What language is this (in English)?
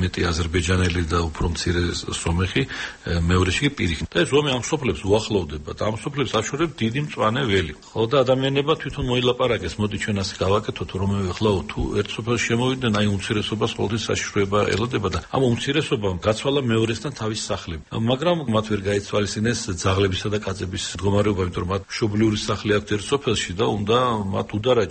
Georgian